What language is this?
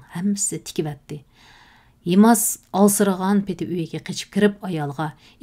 Uyghur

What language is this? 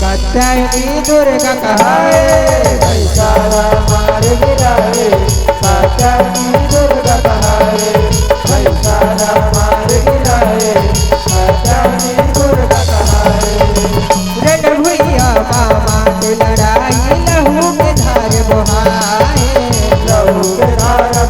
Chhattisgarhi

